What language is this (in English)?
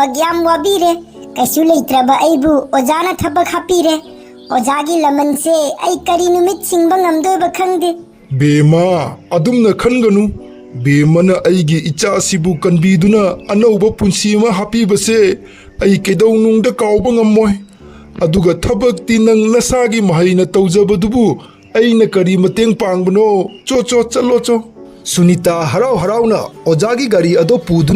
Manipuri